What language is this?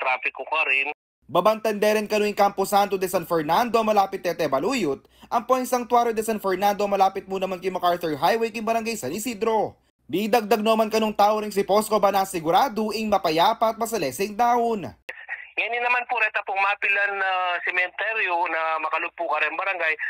Pampanga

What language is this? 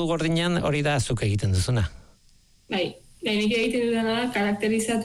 Basque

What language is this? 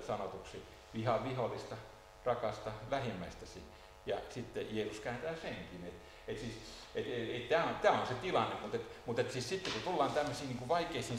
Finnish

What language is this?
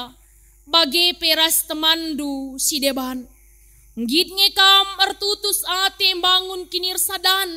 Batak Karo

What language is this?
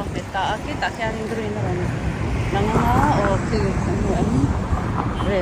Mizo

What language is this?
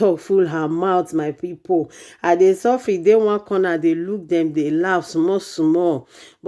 Nigerian Pidgin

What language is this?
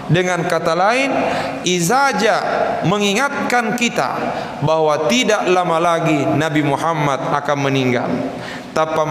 Buginese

